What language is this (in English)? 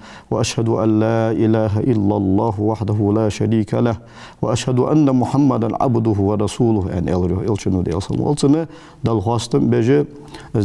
Ingush